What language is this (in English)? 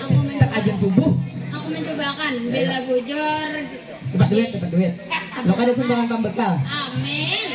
Banjar